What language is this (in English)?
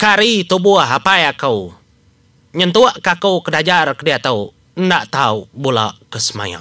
Iban